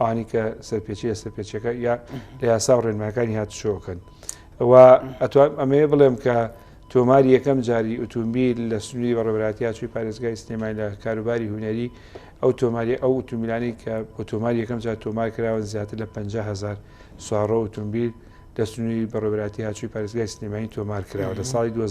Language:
Central Kurdish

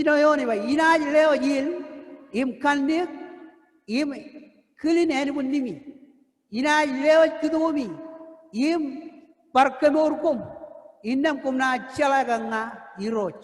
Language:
Marshallese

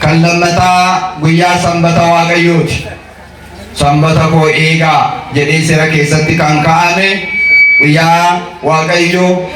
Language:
Oromo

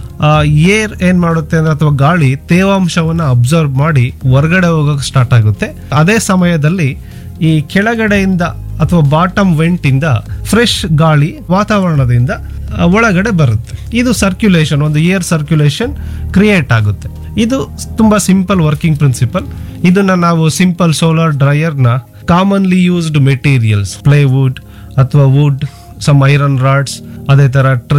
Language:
Kannada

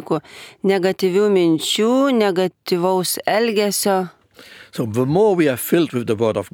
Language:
Lithuanian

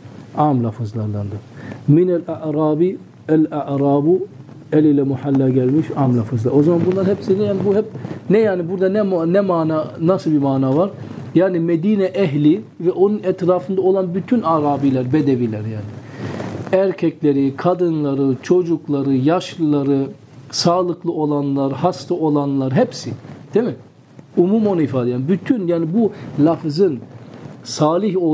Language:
Turkish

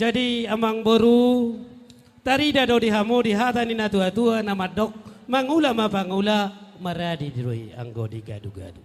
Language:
Batak Toba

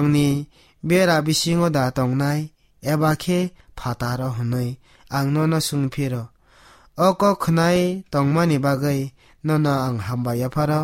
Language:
Kok Borok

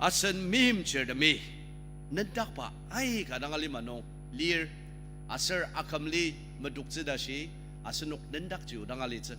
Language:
Ao Naga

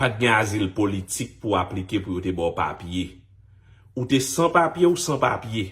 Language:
Haitian Creole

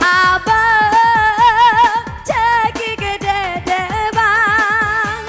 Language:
Minangkabau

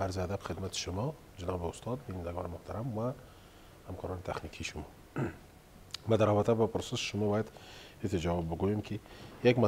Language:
Persian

